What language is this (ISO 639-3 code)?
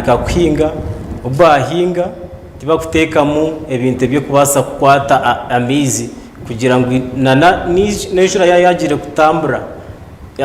nyn